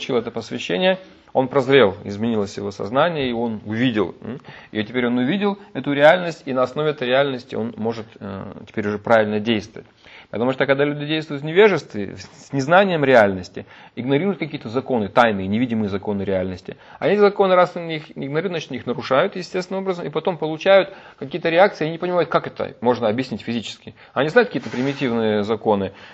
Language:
Russian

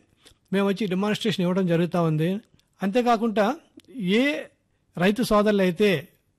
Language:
Telugu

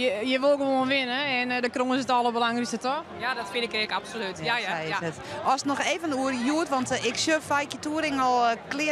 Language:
Western Frisian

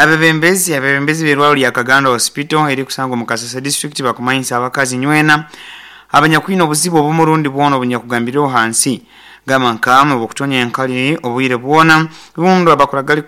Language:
Nyoro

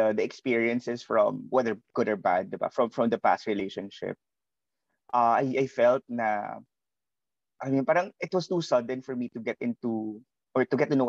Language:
Filipino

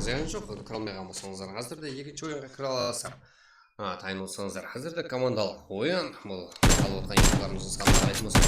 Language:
Kara-Kalpak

